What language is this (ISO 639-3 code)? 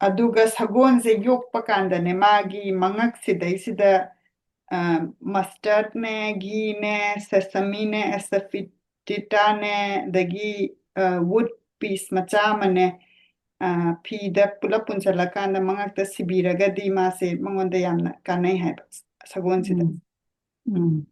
mni